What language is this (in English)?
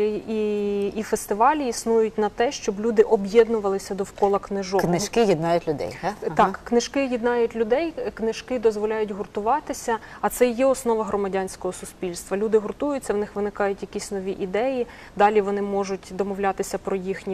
Ukrainian